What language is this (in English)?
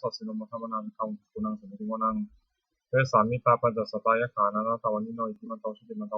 Pali